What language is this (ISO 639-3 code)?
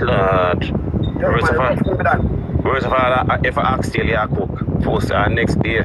jam